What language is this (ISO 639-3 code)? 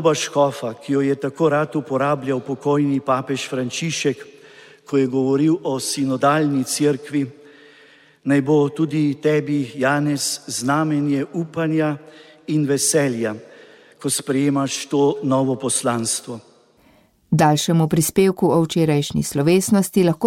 slv